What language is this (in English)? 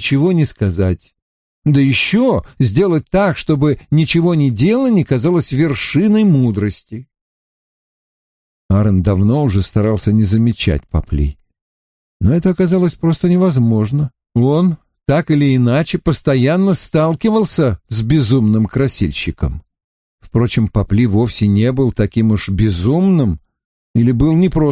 Russian